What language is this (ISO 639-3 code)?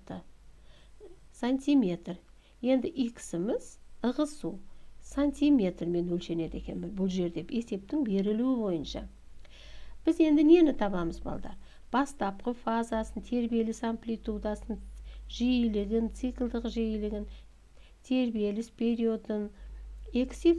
kaz